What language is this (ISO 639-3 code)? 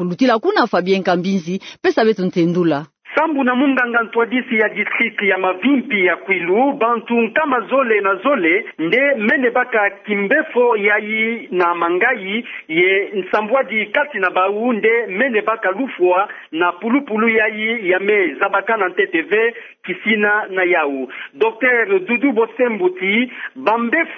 ktu